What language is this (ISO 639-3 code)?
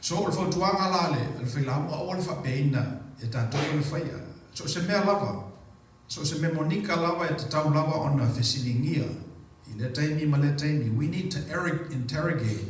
smo